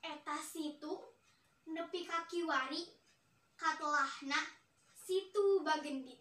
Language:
Sundanese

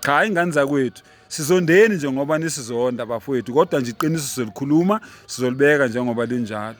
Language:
Zulu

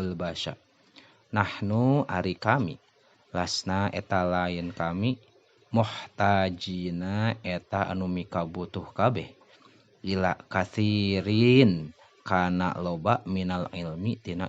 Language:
Sundanese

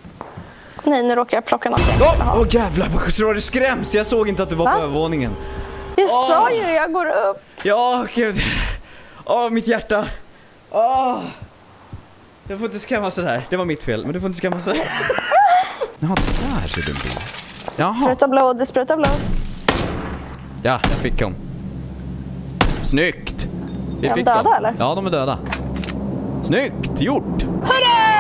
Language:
Swedish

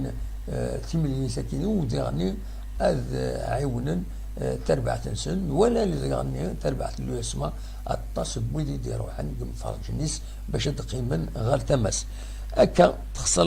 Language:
Kabyle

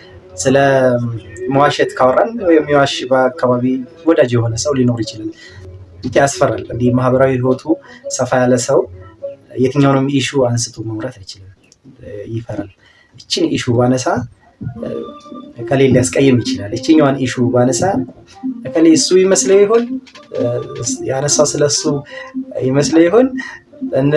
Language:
Amharic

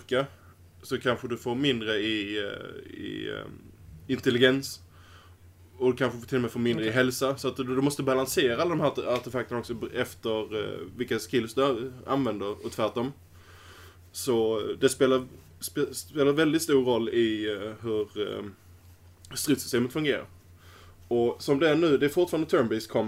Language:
Swedish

